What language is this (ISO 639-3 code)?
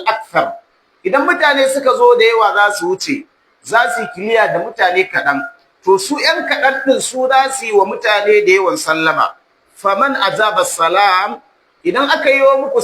hau